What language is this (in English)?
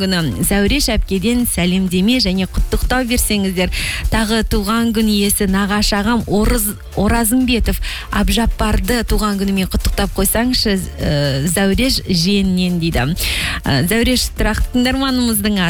Kazakh